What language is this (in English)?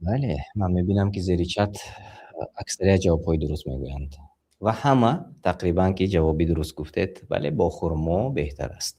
Tajik